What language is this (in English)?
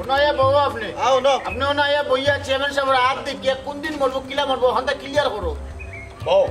Sylheti